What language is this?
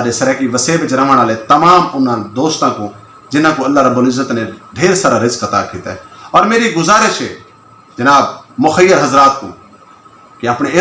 Saraiki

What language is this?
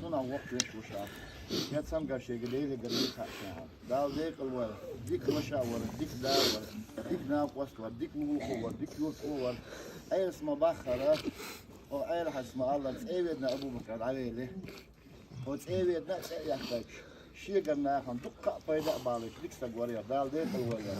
Chechen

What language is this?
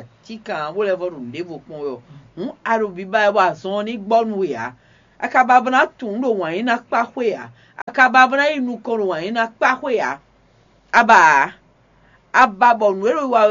Fon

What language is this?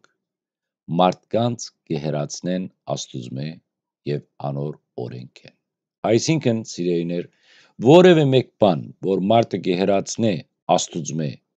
Western Armenian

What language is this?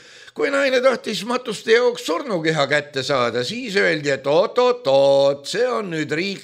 Estonian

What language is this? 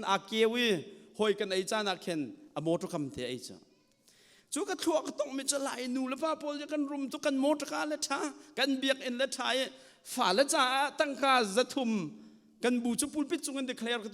Hakha Chin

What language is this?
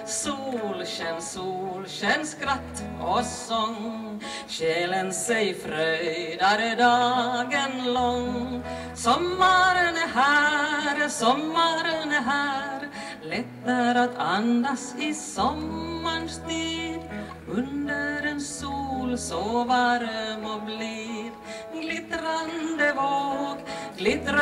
Swedish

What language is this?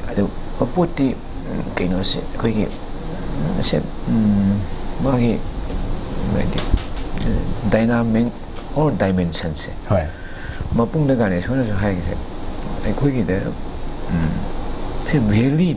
Manipuri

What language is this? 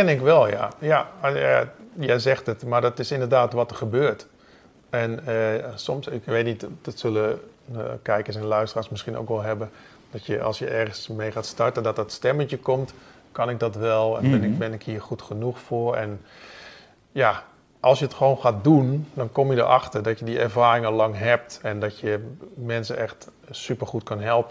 Dutch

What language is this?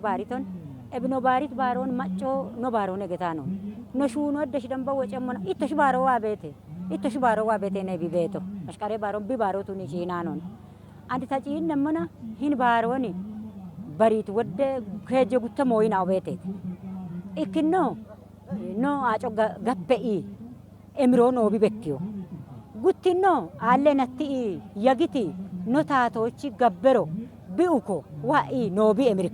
Kafa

